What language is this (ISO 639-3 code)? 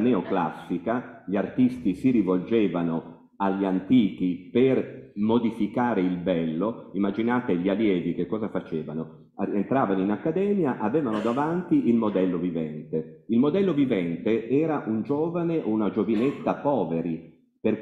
ita